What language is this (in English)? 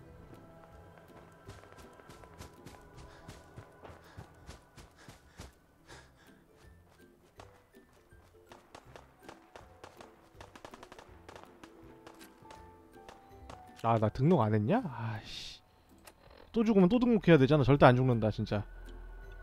Korean